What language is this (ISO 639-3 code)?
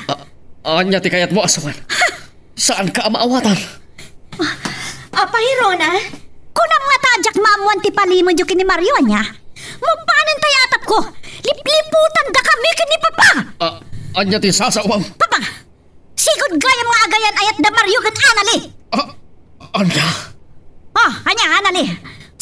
ilo